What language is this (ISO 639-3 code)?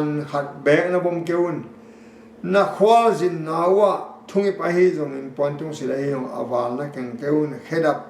ctd